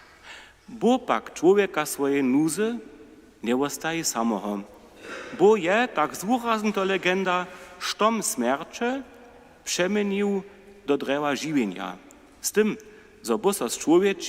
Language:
Upper Sorbian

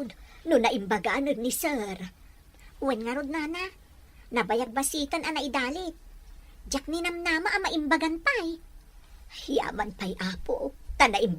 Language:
Iloko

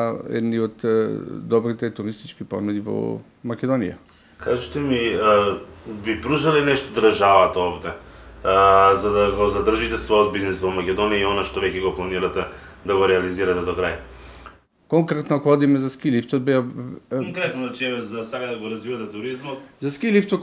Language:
Macedonian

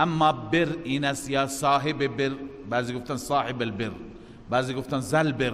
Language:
Persian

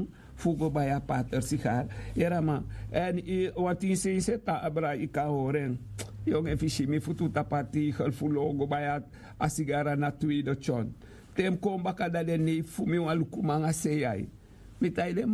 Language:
Sranan Tongo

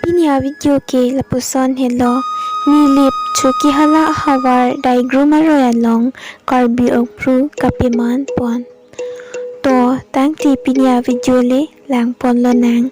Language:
Karbi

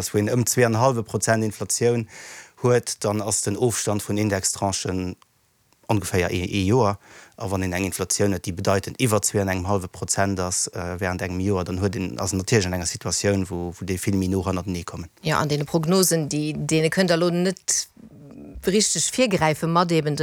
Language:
Luxembourgish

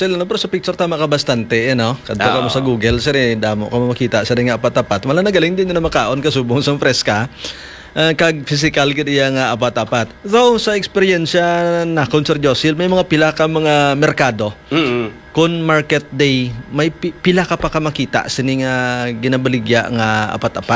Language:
Hiligaynon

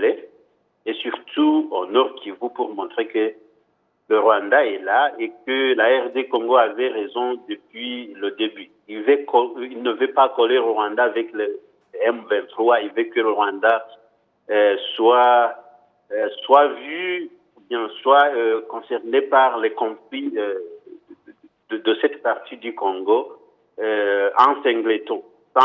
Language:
French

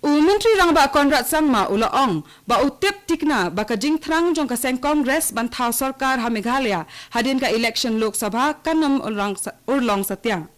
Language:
Khasi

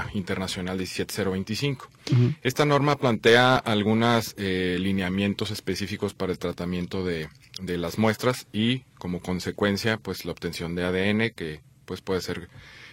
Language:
Spanish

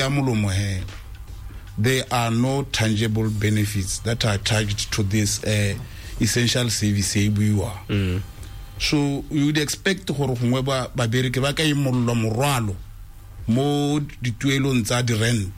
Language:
Tswana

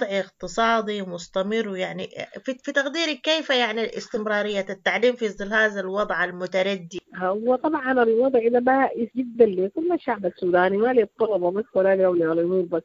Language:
Sudanese Arabic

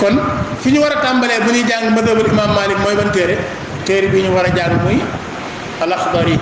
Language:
Wolof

